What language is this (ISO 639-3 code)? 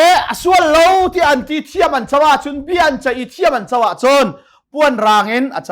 cnh